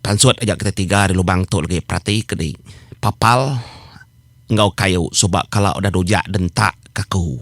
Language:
Iban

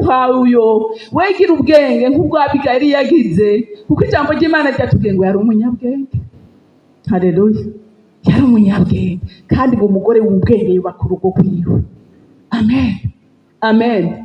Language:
Rundi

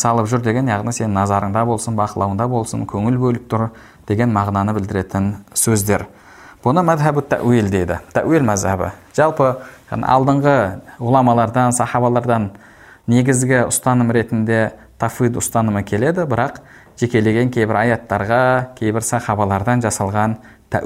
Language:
Kazakh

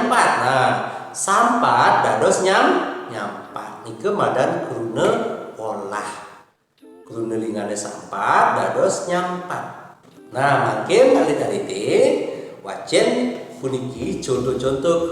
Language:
Balinese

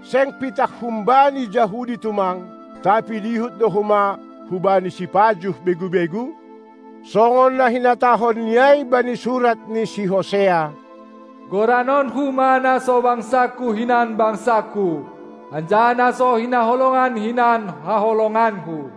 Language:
Batak Simalungun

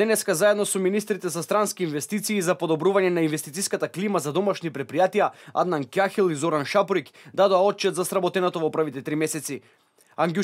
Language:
Macedonian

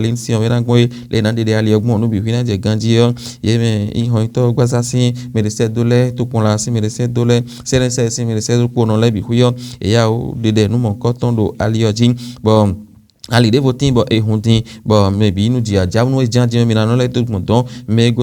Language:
Fon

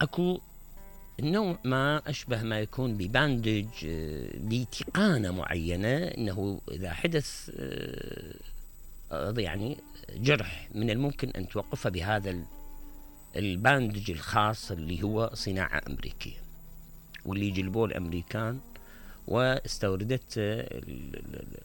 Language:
Mesopotamian Arabic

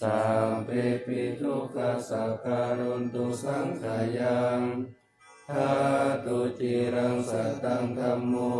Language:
Pali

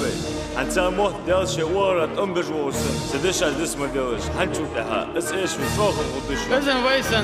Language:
Ingush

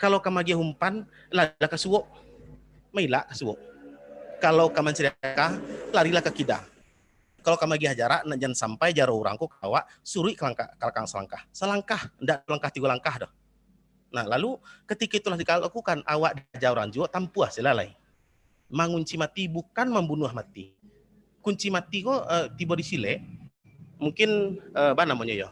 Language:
Minangkabau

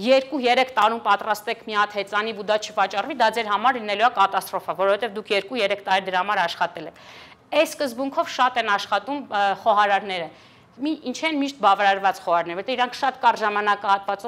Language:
Armenian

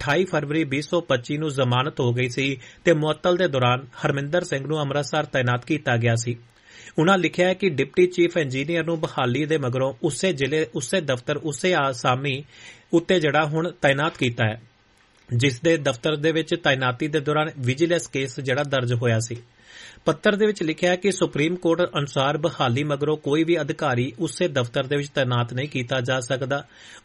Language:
Punjabi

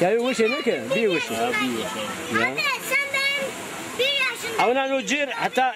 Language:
Zaza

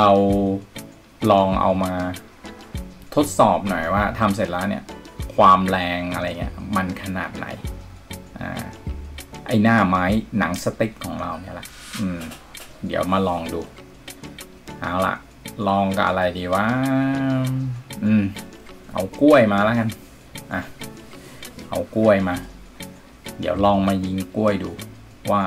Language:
Thai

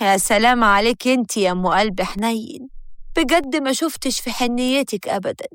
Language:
Egyptian Arabic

